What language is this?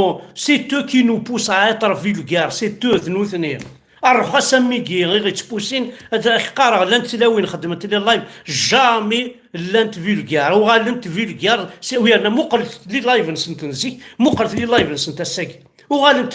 Kabyle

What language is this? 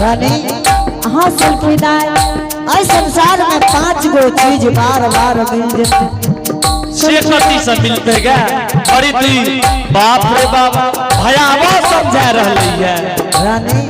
Angika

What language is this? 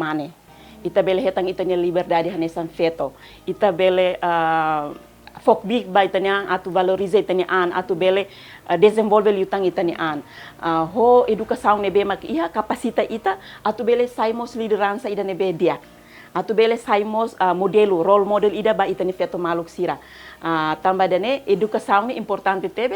Tetum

